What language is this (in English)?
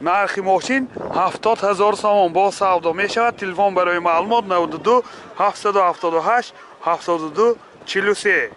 Tajik